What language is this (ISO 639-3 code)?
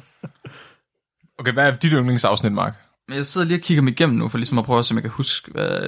dan